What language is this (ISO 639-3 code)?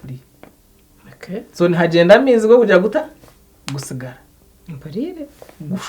nyn